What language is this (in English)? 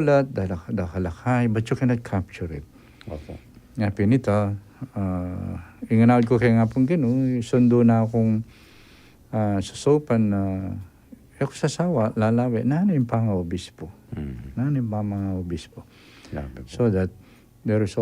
Pampanga